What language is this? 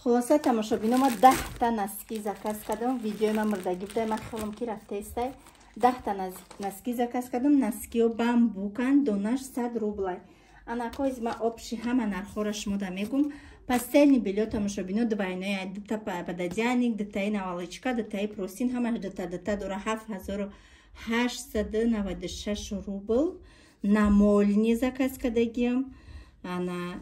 Tajik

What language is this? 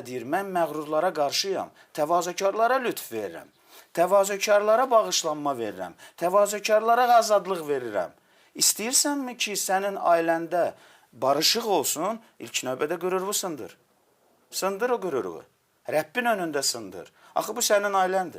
Azerbaijani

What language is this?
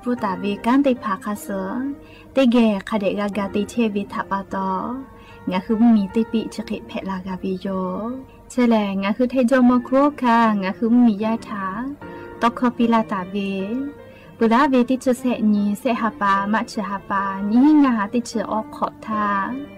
Lahu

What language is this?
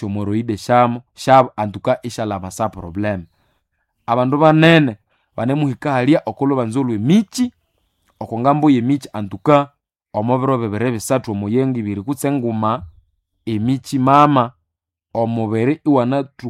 Nande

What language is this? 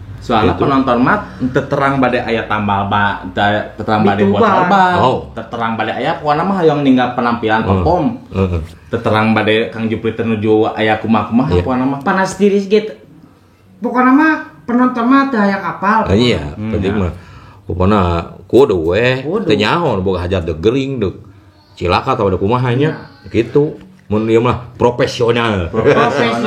Sundanese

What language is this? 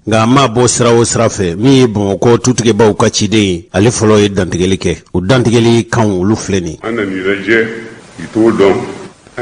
Bambara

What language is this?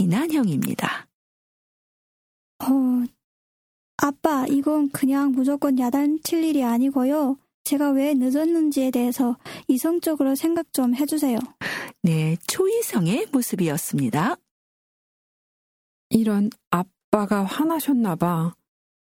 Korean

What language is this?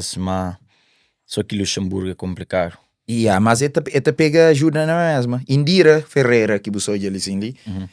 Kabuverdianu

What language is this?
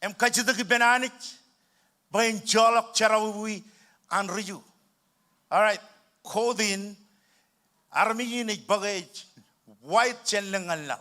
Marshallese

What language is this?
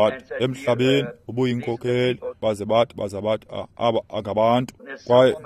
Xhosa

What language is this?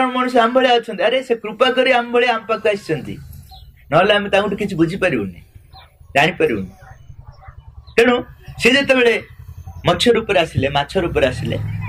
Odia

